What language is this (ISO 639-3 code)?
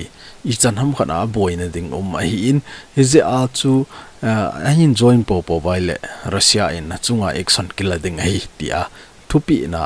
tcz